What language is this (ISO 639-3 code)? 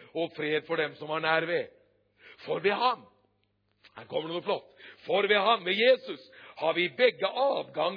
nor